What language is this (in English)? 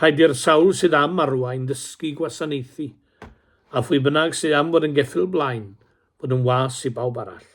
Welsh